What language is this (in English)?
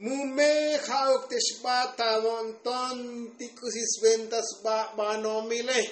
Tzotzil